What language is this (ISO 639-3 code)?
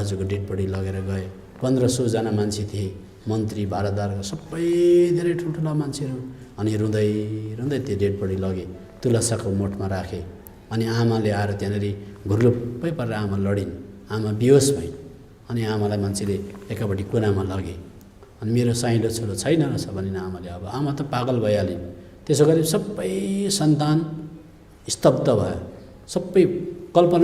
nep